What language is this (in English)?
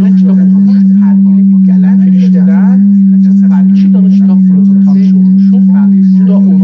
South Azerbaijani